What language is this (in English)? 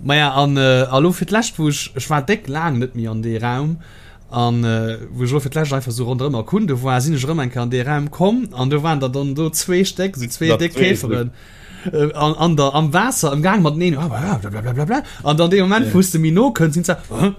Luxembourgish